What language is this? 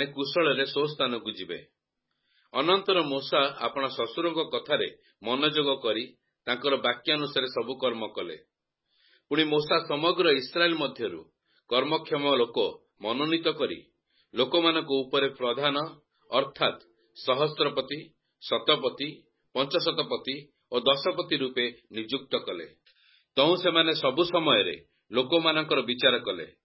Odia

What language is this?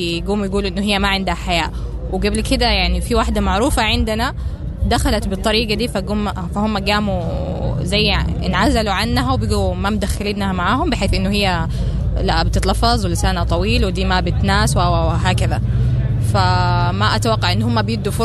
Sudanese Arabic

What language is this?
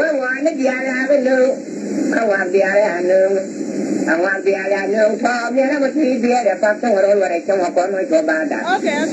Nuer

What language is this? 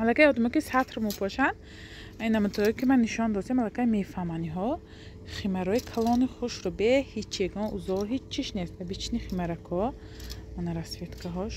Tajik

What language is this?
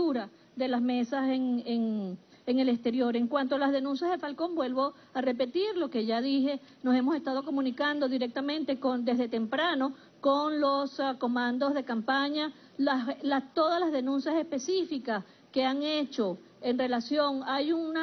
Spanish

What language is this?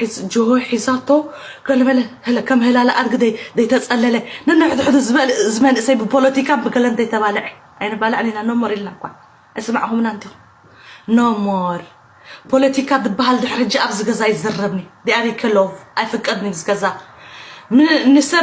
Tigrinya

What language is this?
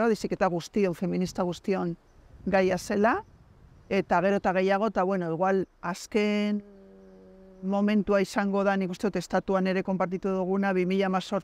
Basque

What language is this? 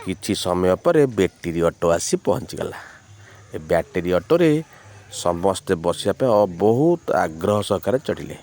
Odia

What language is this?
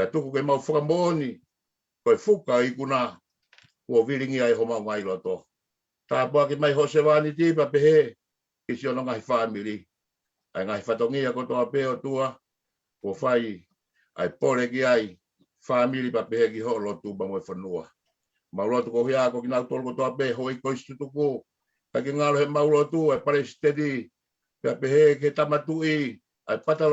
Tongan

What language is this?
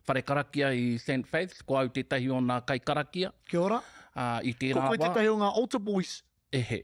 Māori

